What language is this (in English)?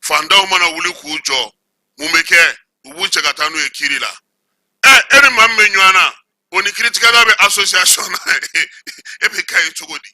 Bambara